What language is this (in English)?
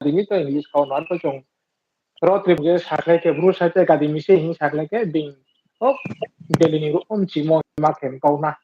Riang (India)